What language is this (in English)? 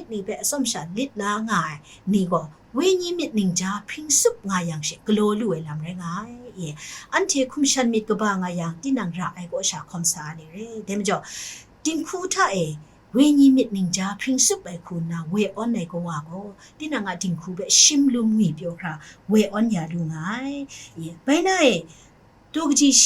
Kachin